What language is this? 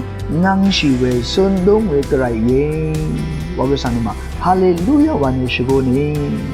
Rawang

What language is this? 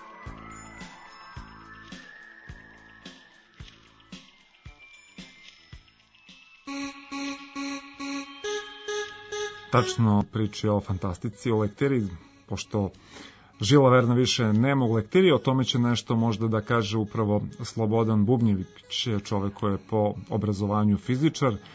Serbian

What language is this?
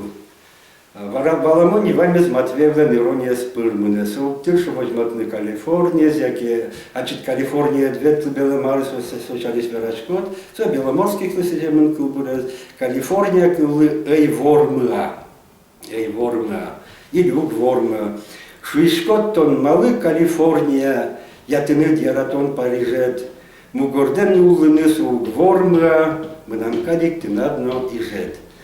Udmurt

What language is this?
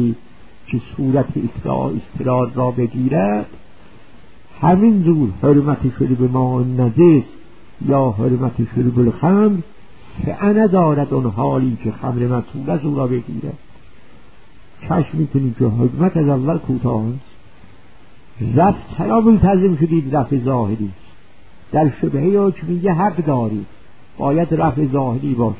Persian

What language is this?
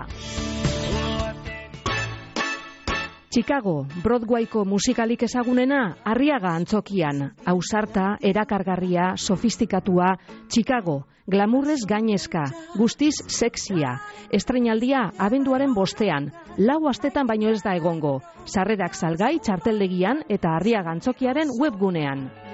Basque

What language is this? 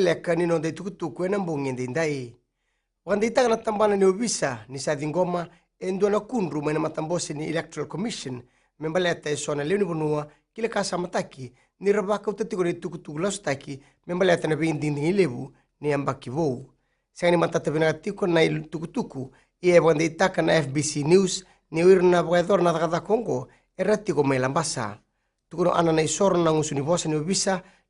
Fijian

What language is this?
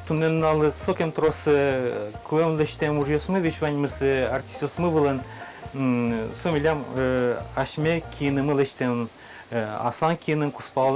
Udmurt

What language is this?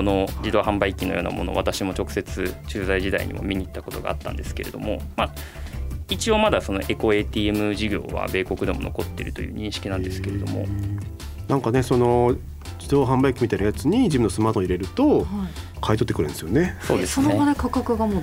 Japanese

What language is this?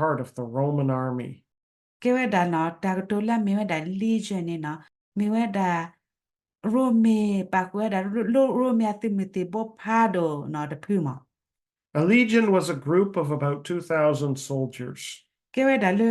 S'gaw Karen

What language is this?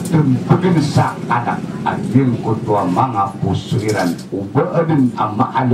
Maranao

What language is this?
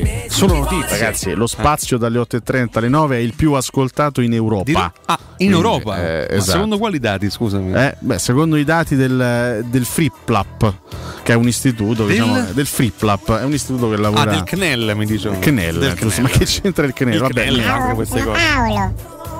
Italian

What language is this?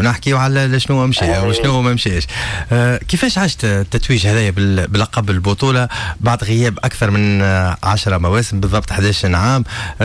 Tunisian Arabic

